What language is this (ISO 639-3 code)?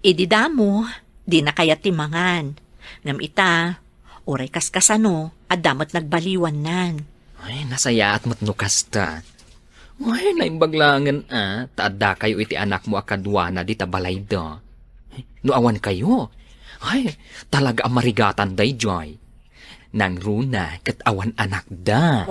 ilo